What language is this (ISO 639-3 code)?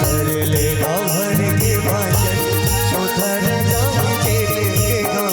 hne